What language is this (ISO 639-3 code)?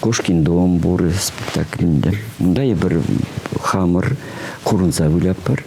chv